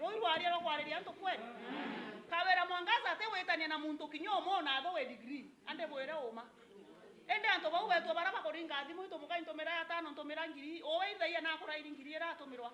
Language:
Meru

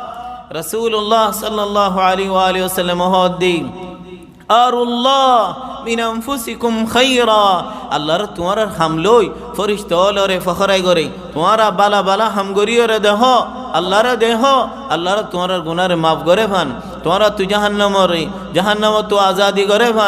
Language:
Rohingya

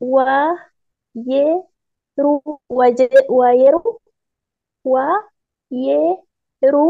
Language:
Oromo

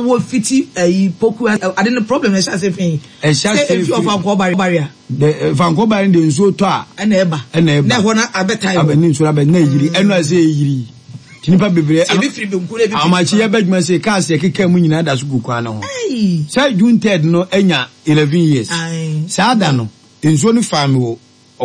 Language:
Akan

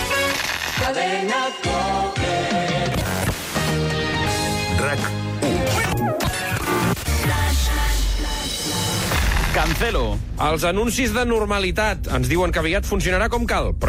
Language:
Catalan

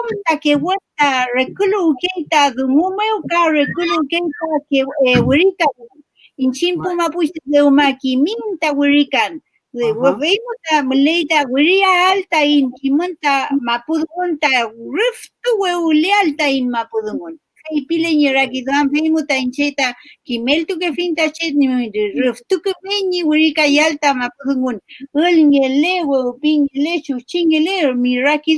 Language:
Mapuche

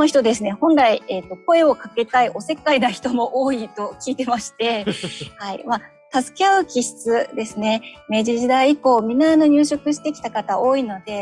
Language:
Japanese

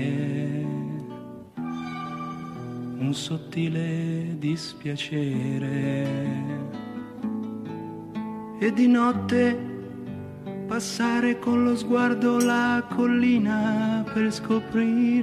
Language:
Italian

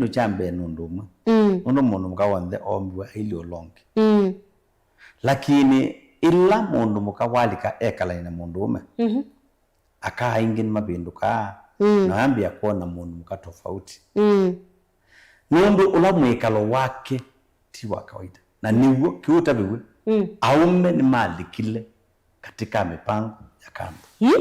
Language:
Kamba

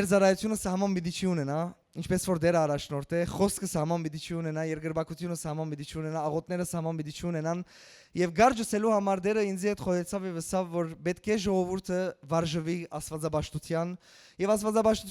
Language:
Western Armenian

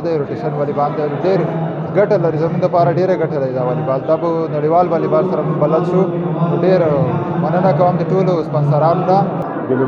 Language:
Pashto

